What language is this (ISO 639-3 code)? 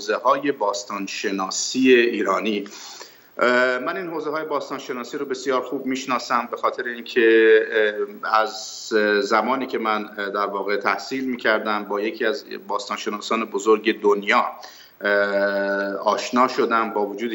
fas